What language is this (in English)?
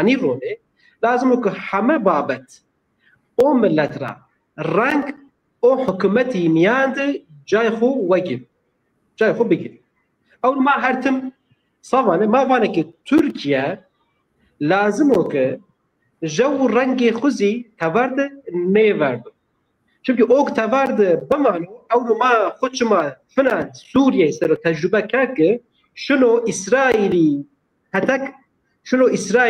Zaza